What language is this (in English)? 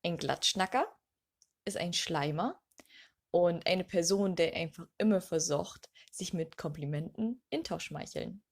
Low German